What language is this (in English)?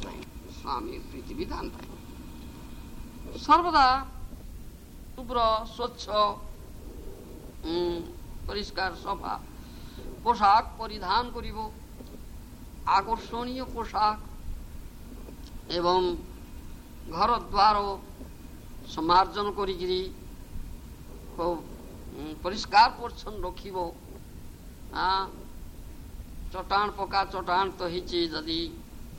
Odia